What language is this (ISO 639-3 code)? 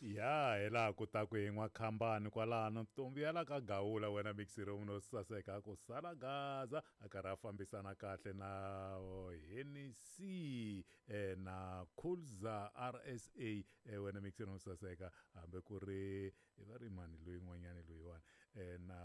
tso